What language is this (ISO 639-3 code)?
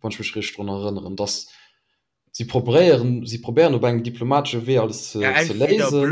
ltz